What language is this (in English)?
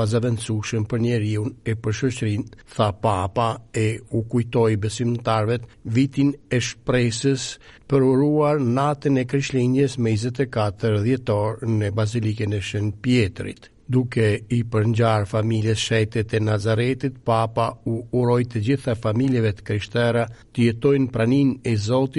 Albanian